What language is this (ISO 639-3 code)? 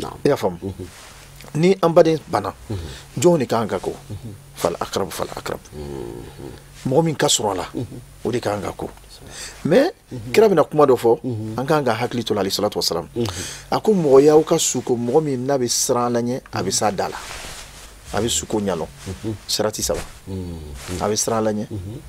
bam